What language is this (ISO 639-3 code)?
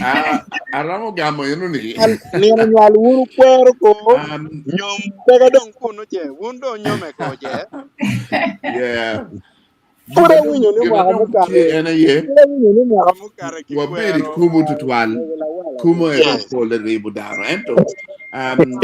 ach